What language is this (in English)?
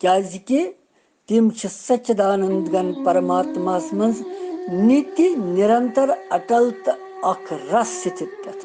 Kashmiri